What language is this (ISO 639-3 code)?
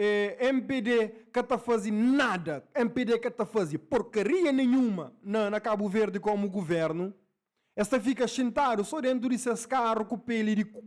kea